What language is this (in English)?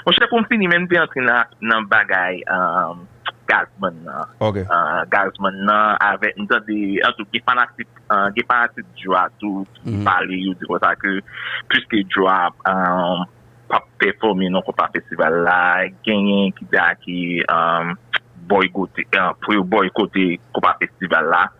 Haitian Creole